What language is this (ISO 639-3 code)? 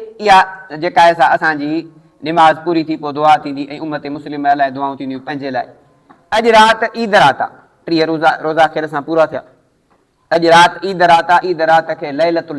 snd